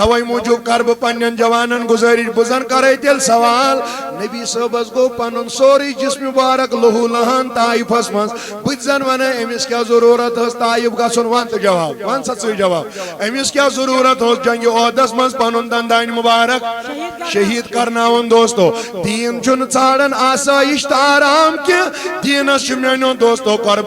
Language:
Kashmiri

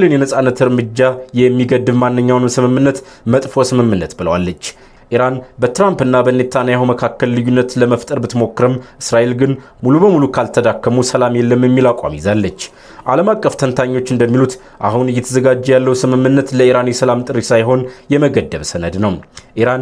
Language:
Amharic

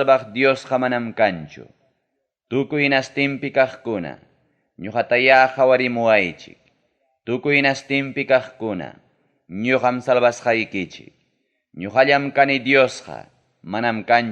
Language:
Ayacucho Quechua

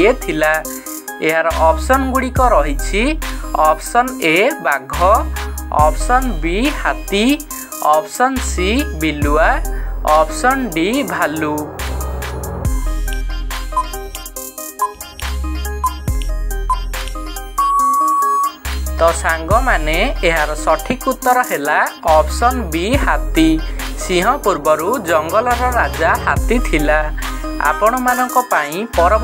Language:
Odia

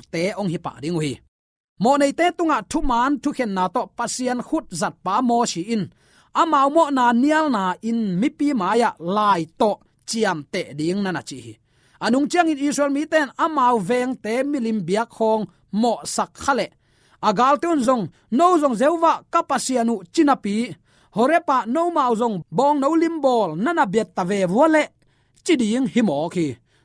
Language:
Tedim Chin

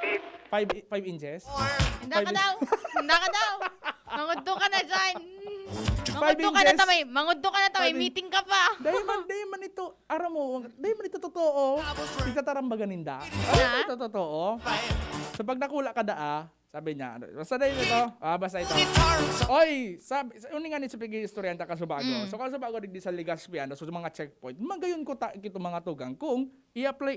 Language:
Bikol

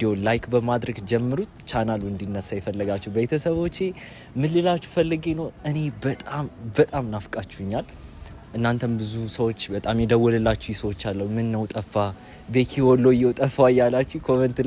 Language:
Amharic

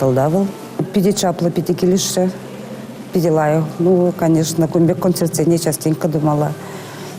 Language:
Chuvash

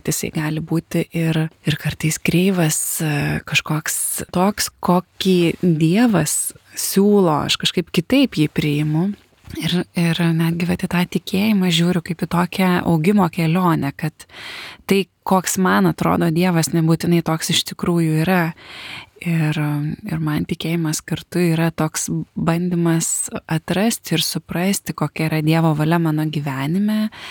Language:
Lithuanian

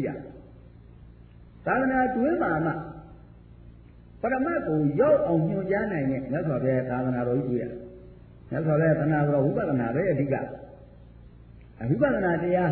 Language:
Burmese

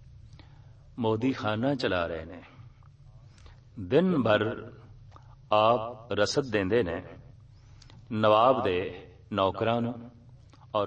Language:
Punjabi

